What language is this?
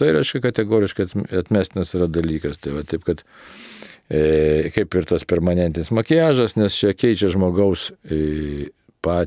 Lithuanian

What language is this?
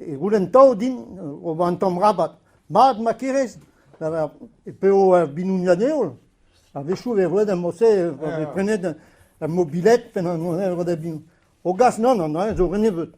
Breton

